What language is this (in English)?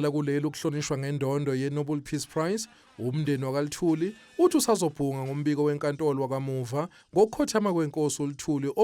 Zulu